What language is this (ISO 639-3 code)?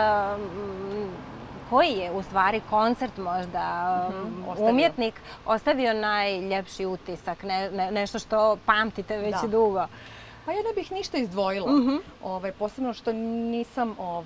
bos